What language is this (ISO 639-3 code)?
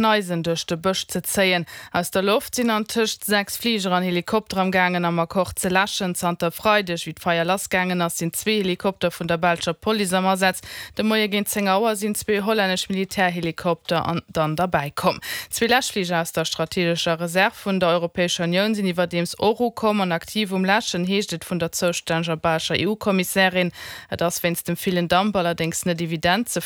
ltz